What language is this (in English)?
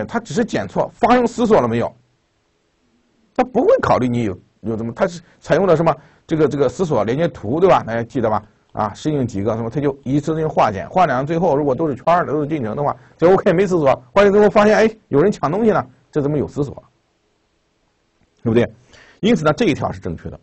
Chinese